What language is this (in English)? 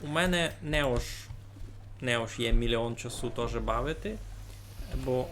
Rusyn